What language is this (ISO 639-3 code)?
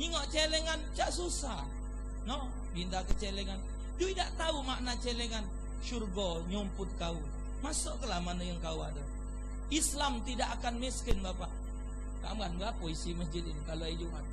mui